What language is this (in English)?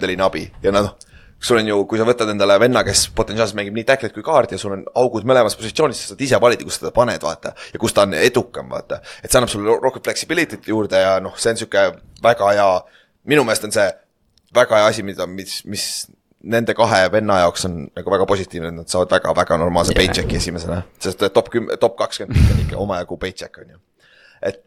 Estonian